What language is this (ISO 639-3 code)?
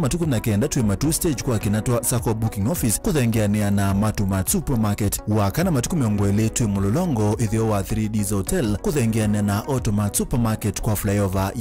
kam